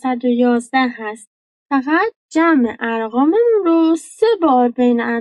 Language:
Persian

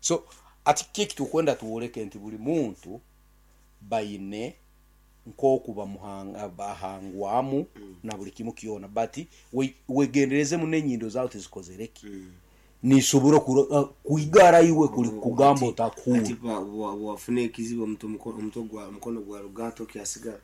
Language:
Nyankole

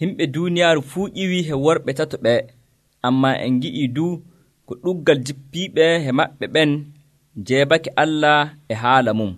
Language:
Nigerian Fulfulde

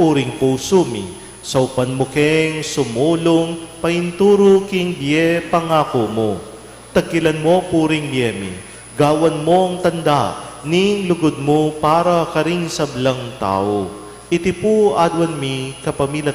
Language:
Pampanga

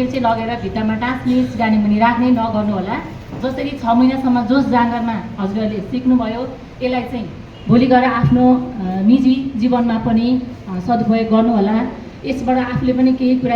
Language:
Nepali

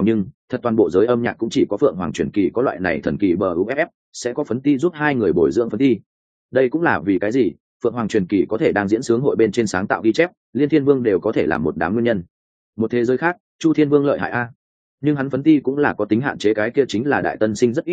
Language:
Vietnamese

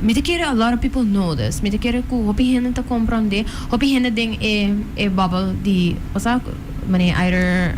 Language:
Papiamento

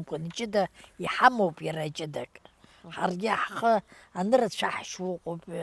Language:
Abkhazian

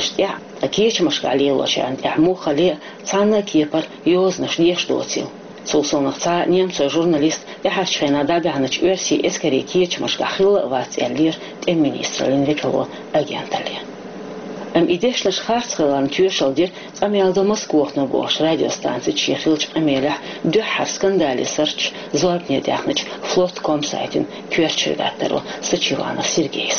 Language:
Chechen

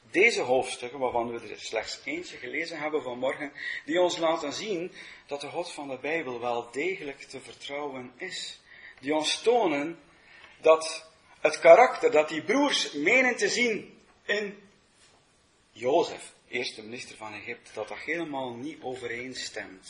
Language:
Dutch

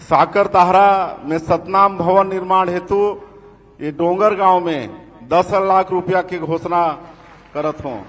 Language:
Chhattisgarhi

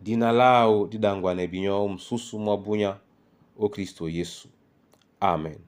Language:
Duala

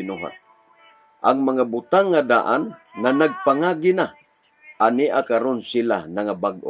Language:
Cebuano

